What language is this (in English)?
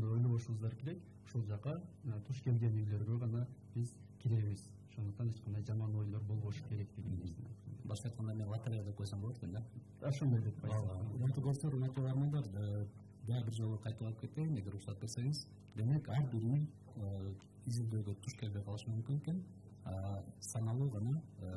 Kyrgyz